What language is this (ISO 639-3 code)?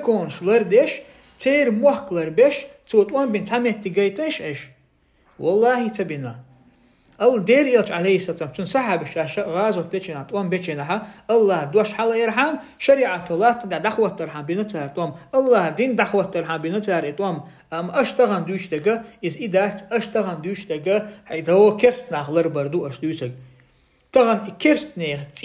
che